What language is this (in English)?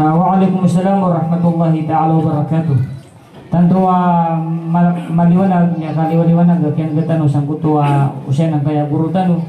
Maranao